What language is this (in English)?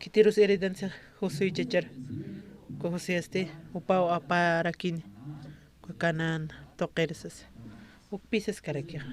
Aymara